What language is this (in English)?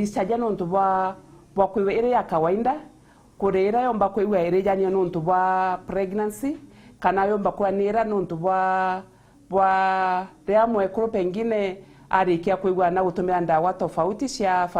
Meru